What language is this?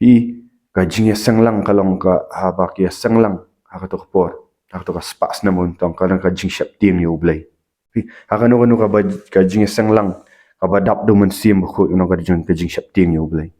Khasi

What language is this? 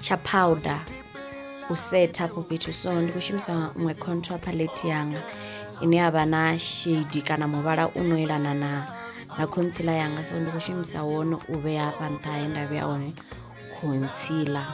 Venda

